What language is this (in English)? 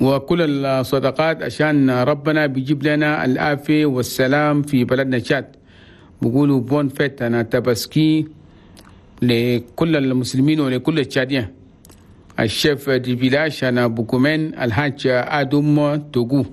Chadian Arabic